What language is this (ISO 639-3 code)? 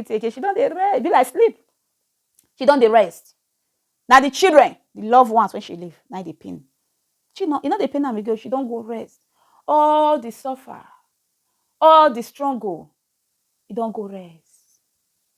pcm